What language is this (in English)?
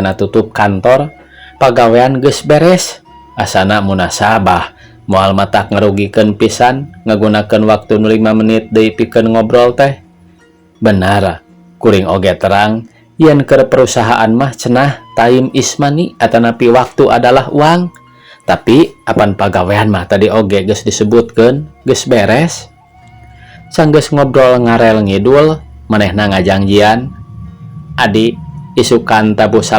Sundanese